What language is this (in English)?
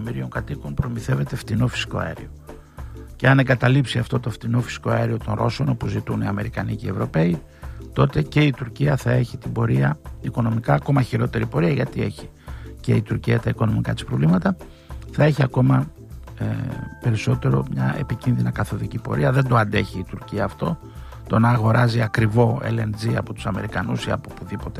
Greek